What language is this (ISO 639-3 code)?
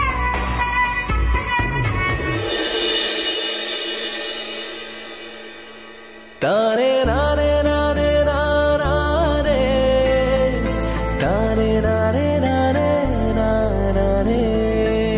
kan